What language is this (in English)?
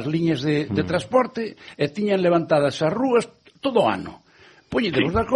Galician